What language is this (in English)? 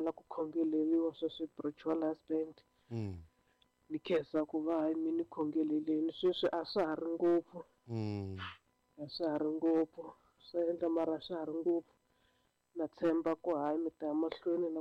Tsonga